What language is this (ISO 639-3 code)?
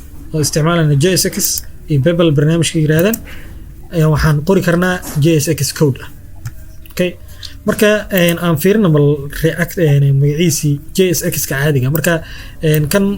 som